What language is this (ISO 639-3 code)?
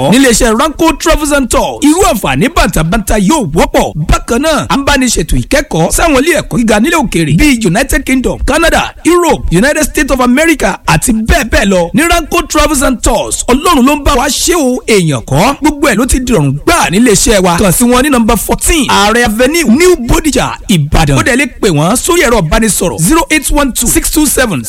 yor